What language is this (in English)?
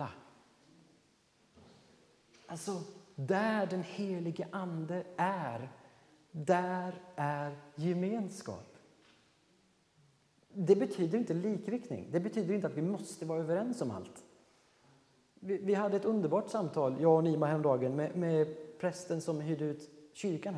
Swedish